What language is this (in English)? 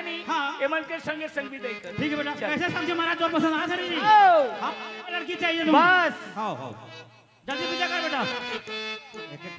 Chhattisgarhi